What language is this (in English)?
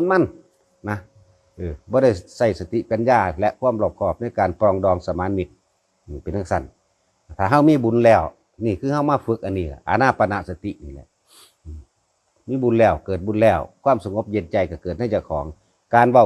Northeastern Thai